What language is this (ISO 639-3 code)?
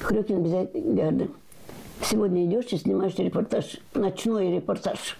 gag